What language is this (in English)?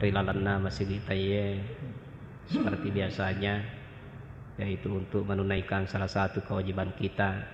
Buginese